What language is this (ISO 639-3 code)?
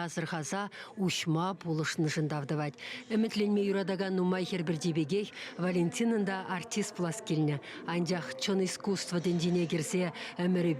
chv